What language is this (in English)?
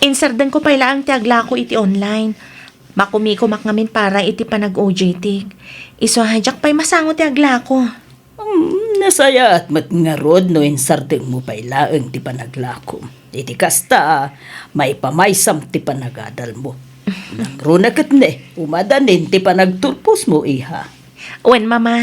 Iloko